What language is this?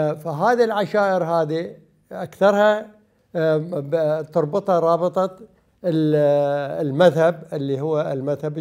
Mesopotamian Arabic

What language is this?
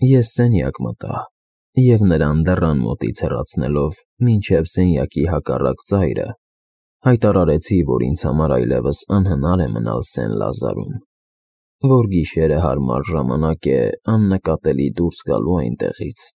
Armenian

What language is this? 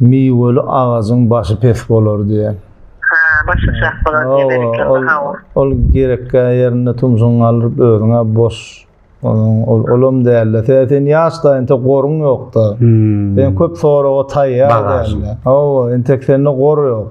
Turkmen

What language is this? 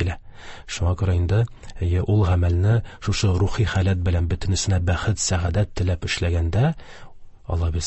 Tatar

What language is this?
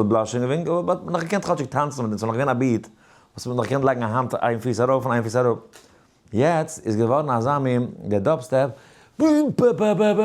Yiddish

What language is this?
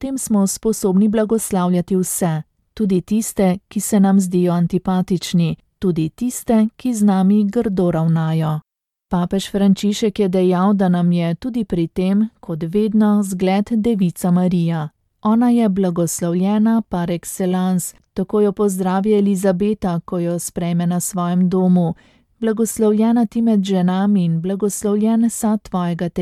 Slovenian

